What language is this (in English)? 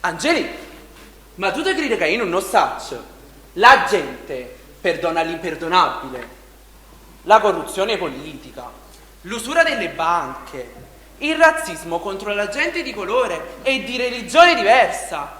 Neapolitan